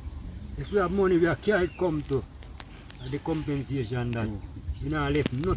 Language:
Jamaican Creole English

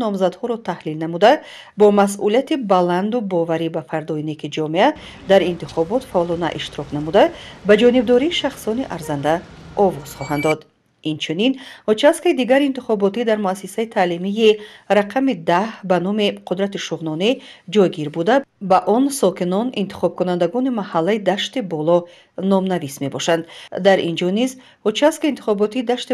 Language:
Tajik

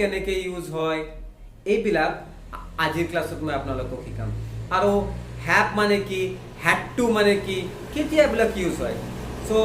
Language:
Assamese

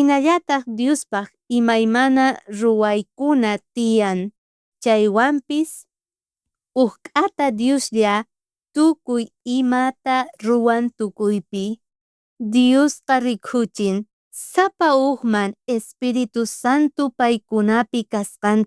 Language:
South Bolivian Quechua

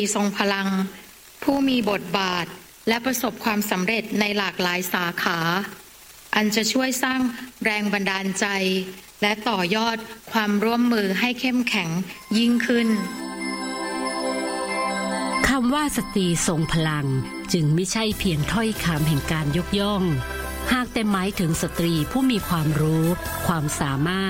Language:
Thai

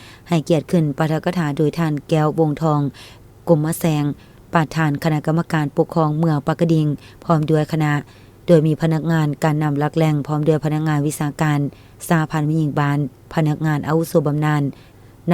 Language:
Lao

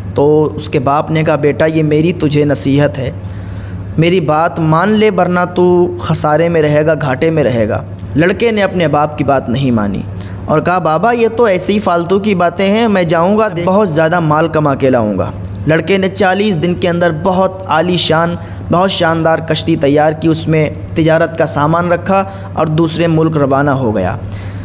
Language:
Urdu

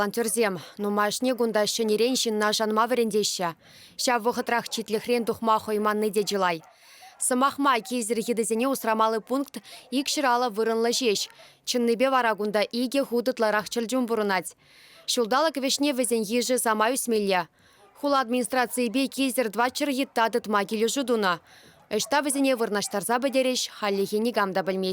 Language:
Chuvash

